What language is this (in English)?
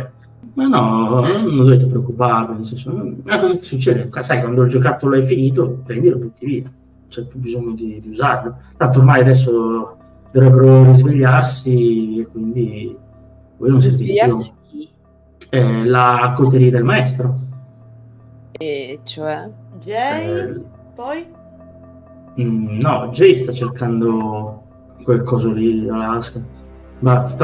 Italian